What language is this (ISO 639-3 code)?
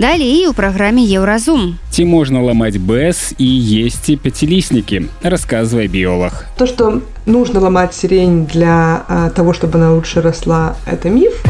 bel